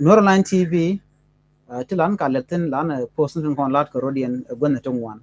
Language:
Nuer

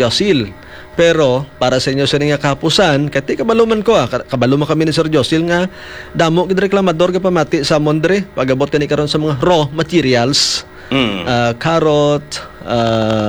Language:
Hiligaynon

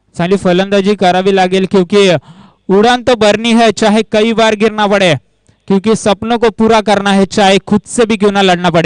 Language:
Marathi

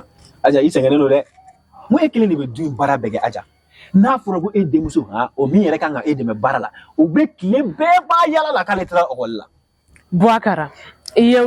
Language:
Bambara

